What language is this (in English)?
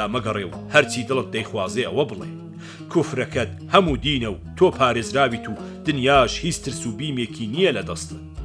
Central Kurdish